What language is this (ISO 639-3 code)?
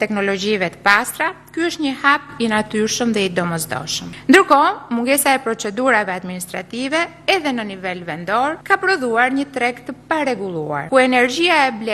sqi